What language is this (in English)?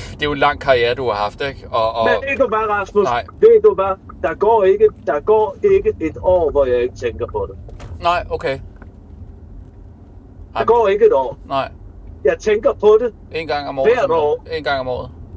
Danish